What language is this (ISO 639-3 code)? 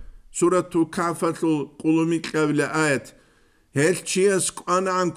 ava